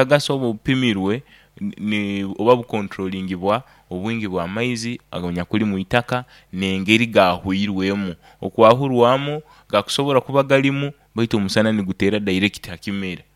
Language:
Nyoro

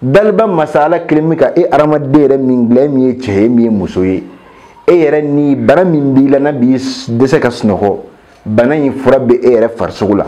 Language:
Bambara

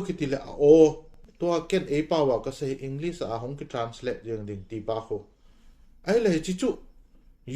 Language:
Thado Chin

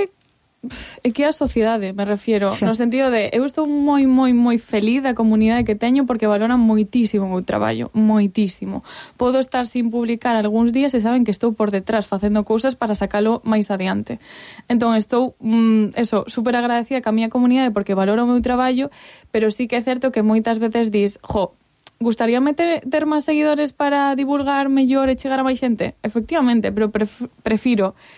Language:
Galician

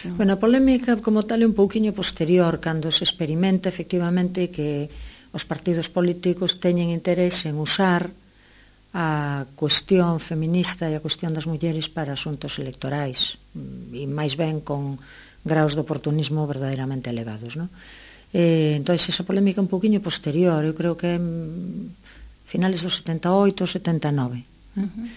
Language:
Galician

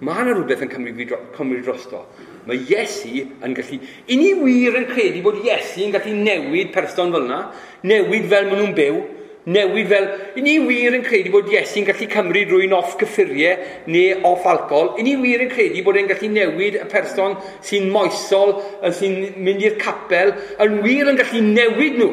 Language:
Welsh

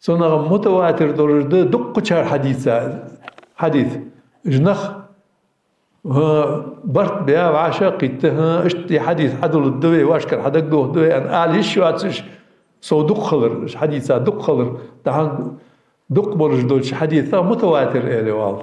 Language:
Ingush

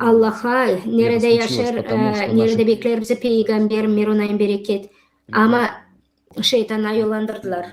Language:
Gagauz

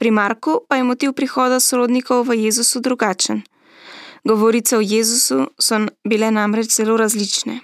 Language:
Slovenian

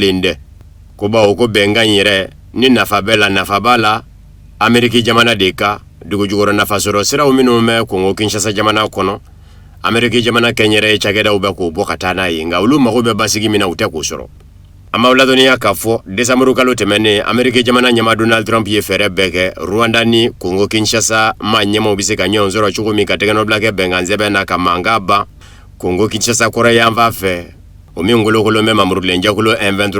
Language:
Bambara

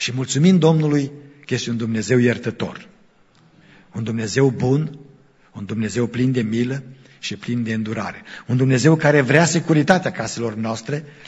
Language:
Romanian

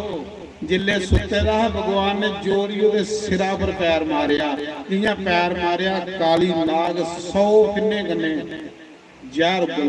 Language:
Dogri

